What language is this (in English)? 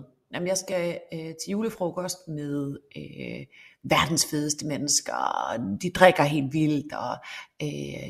Danish